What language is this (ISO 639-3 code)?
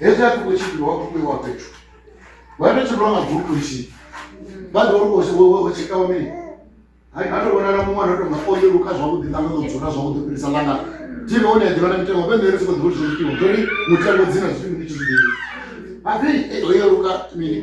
ven